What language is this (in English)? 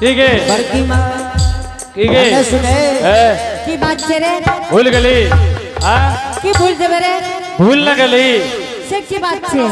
Angika